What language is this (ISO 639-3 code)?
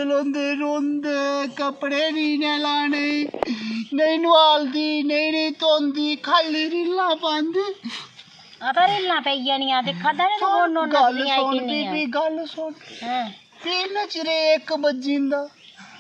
doi